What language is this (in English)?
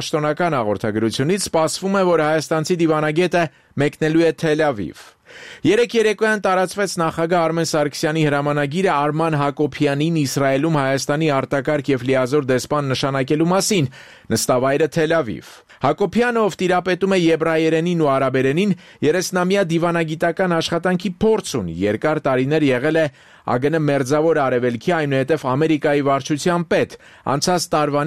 Armenian